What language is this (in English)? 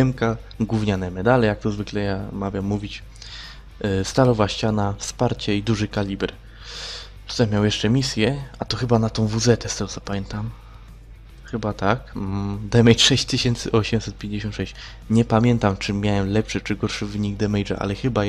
Polish